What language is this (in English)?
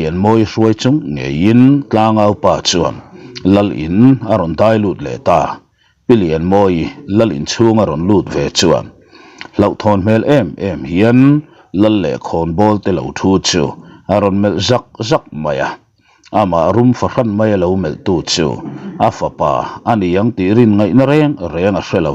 Mizo